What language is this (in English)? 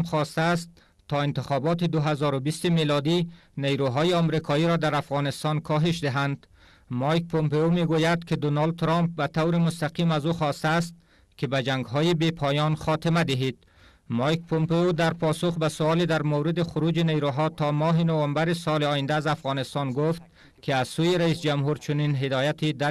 Persian